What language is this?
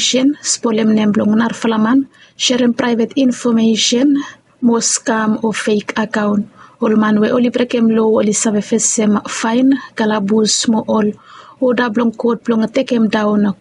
Bislama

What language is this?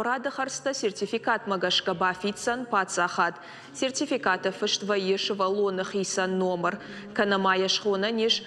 Ossetic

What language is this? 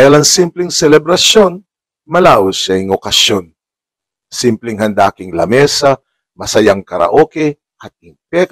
Pampanga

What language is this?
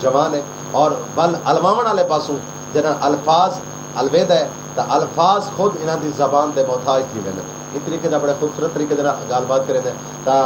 Saraiki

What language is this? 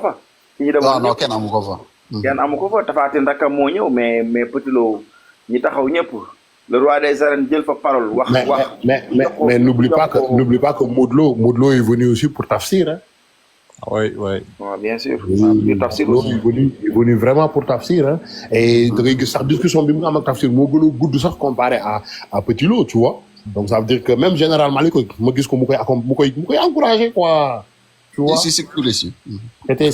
Wolof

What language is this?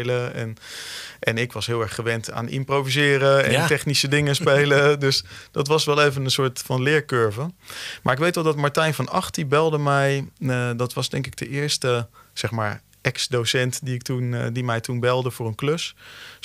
Dutch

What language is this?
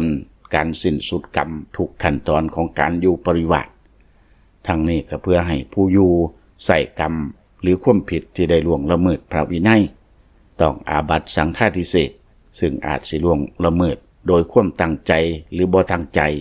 Lao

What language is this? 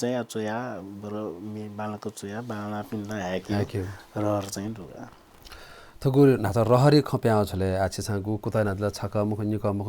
Newari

